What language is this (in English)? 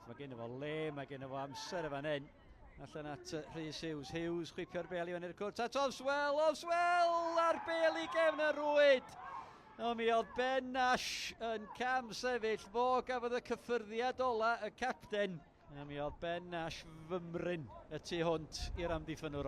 Welsh